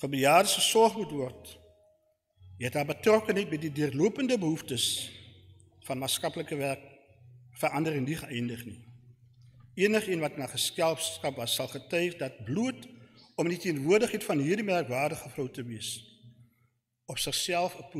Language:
Afrikaans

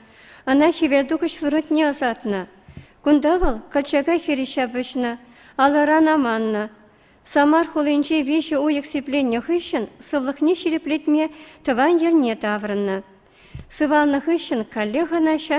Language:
Chuvash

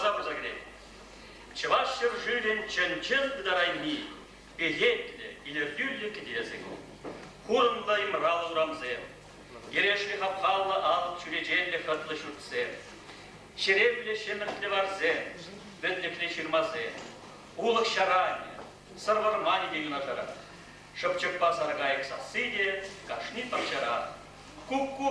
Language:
Chuvash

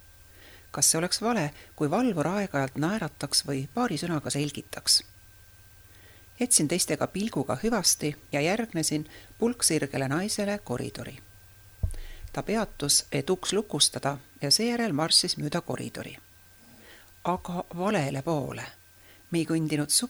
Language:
Estonian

